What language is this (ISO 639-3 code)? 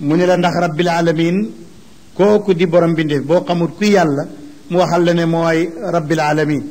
wol